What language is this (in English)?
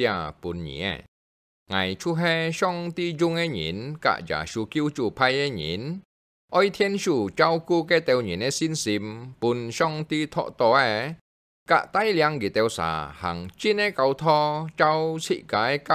Hakka Chinese